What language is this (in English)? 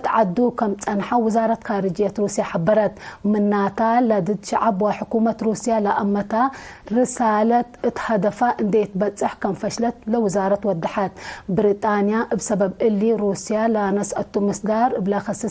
Tigre